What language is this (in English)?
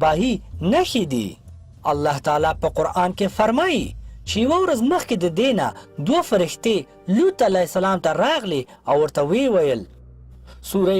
Pashto